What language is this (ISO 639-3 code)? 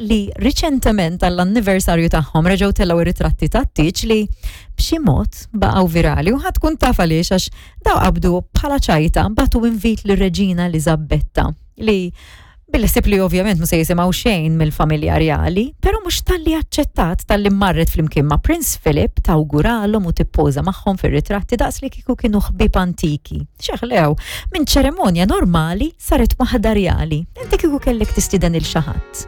mlt